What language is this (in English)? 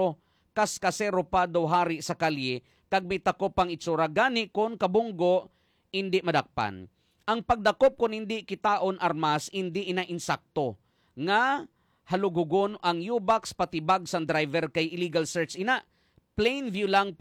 Hiligaynon